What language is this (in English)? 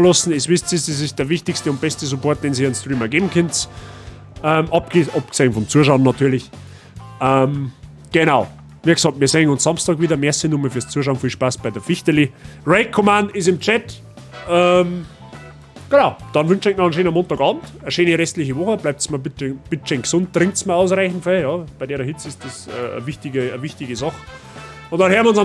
Bavarian